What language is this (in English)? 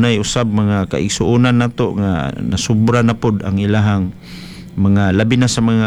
Cebuano